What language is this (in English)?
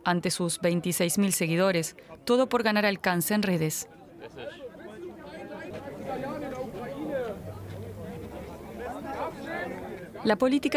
Spanish